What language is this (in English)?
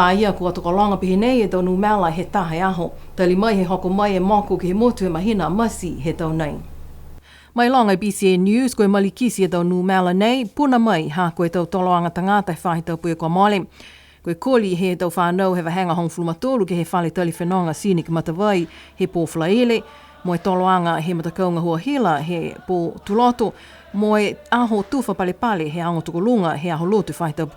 Niuean